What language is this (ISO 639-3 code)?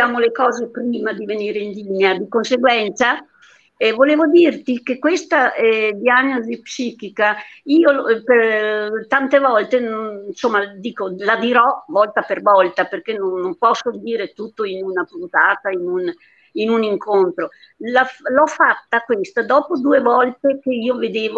ita